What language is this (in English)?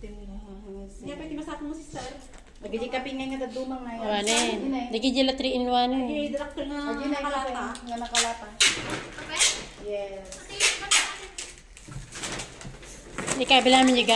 Filipino